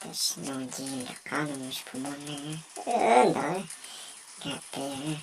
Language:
Hmong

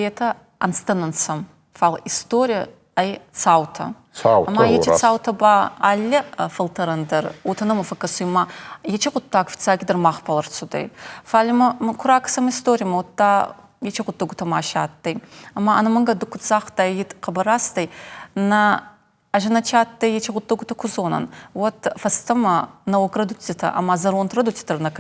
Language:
Ossetic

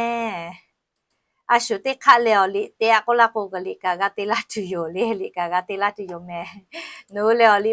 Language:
Lahu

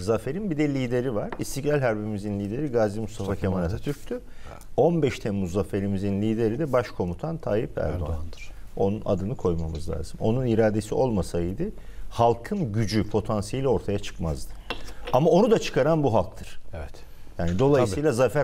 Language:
Turkish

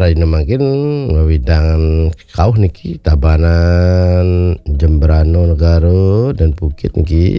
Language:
Balinese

